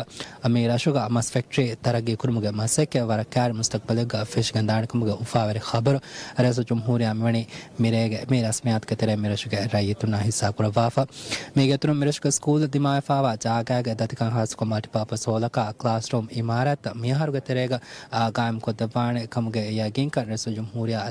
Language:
Divehi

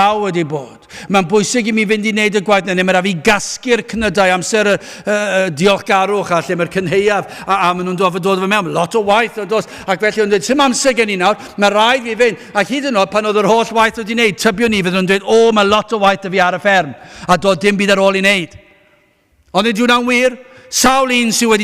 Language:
Welsh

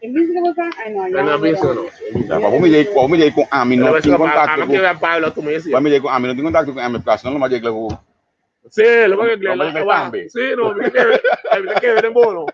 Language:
Papiamento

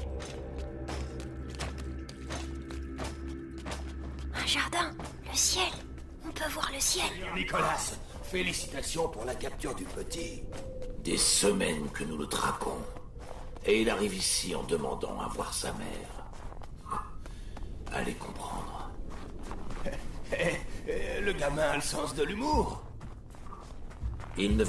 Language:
French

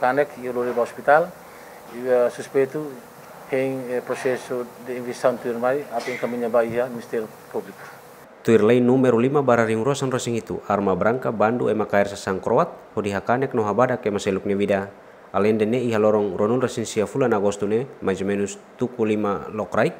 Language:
Tetum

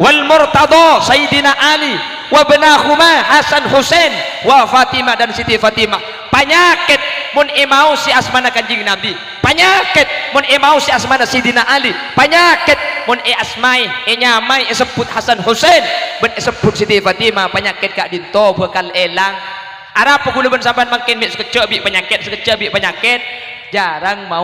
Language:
Madurese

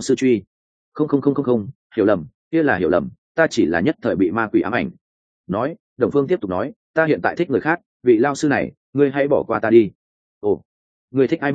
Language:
Vietnamese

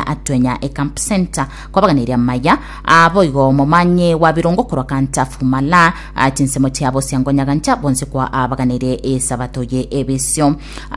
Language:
Gusii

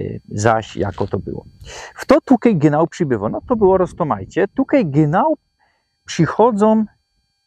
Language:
Silesian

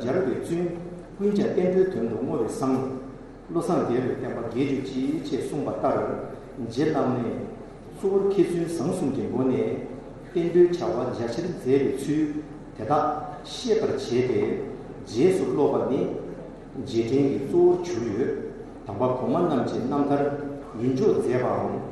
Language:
Tibetan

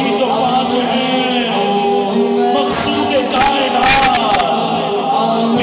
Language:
Urdu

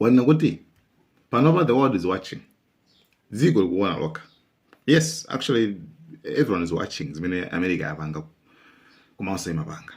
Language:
Nyanja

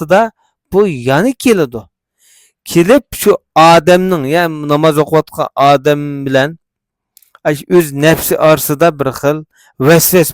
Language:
Uyghur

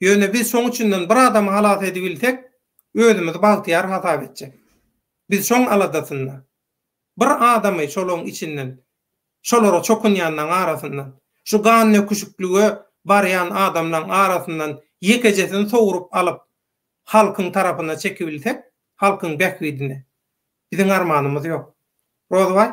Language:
Turkmen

